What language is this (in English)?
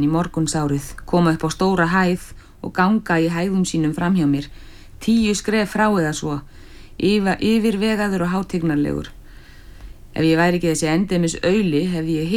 Icelandic